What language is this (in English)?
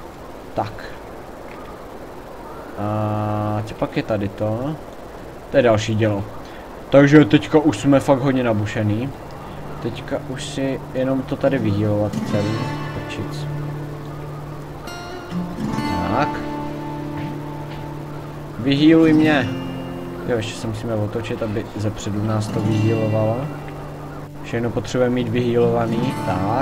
Czech